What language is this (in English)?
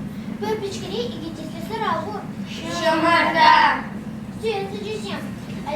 Chuvash